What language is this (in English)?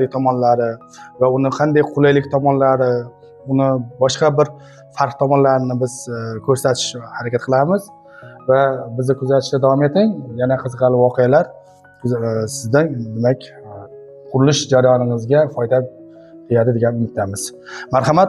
Uzbek